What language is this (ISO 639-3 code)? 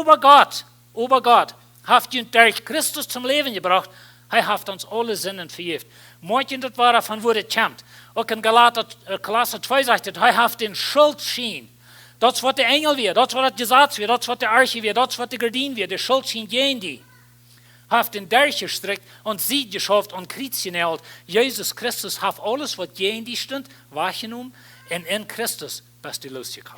pdt